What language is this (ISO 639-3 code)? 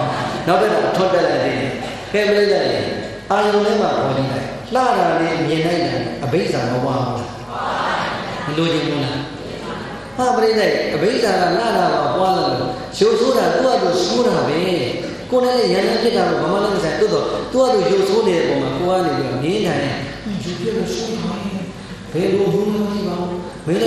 mya